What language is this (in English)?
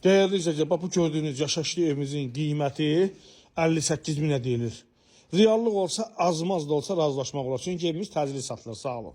Azerbaijani